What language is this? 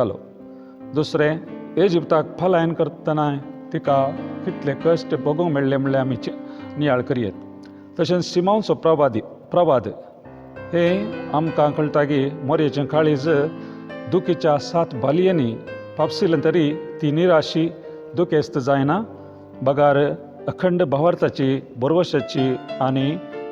Konkani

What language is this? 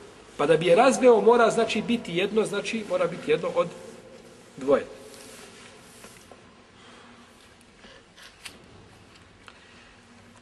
Bosnian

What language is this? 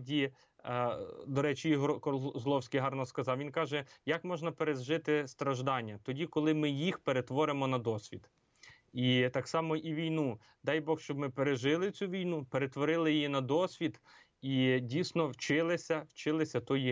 Ukrainian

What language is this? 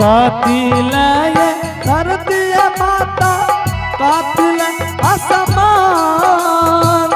Angika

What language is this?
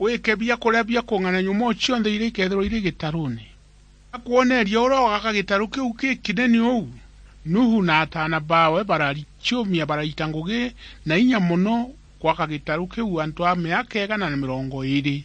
Meru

